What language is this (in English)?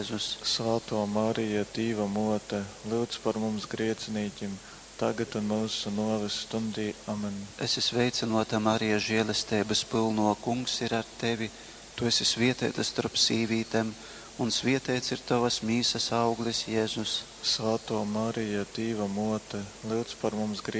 Latgalian